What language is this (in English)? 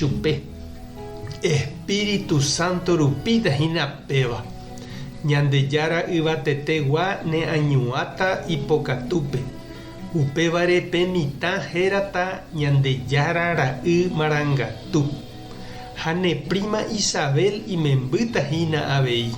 Guarani